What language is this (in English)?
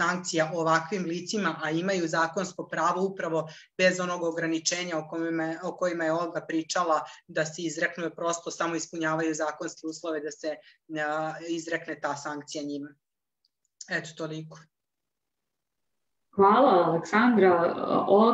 Serbian